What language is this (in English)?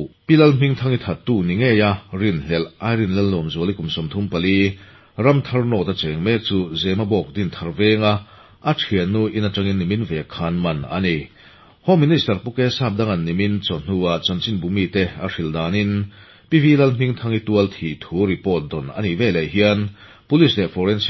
Mizo